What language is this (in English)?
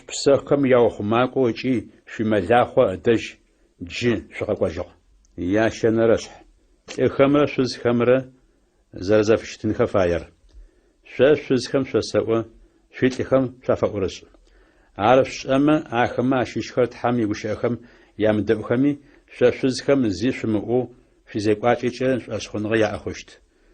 Adyghe